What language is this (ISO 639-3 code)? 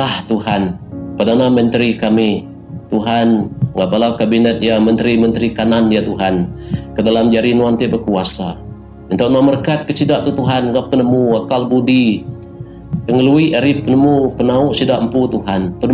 iba